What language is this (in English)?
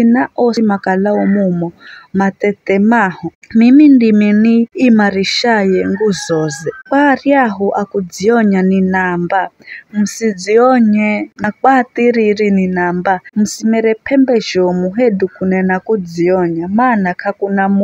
Giryama